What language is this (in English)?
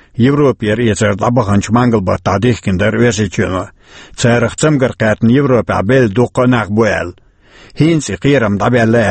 Chechen